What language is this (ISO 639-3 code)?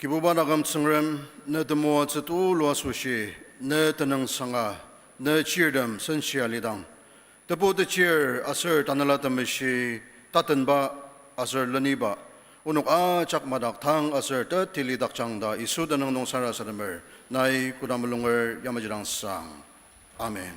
njo